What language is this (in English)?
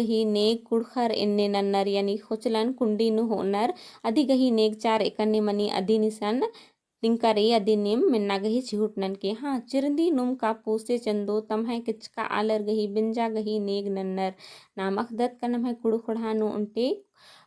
Kurukh